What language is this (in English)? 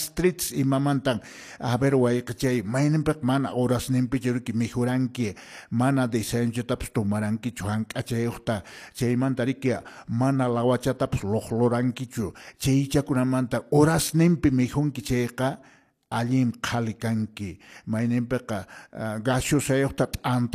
Quechua